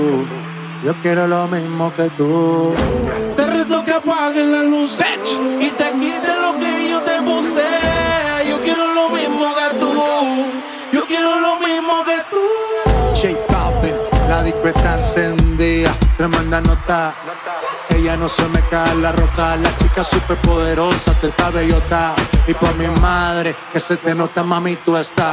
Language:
Spanish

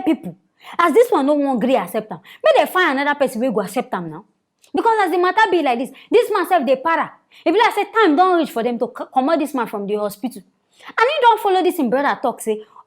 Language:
Nigerian Pidgin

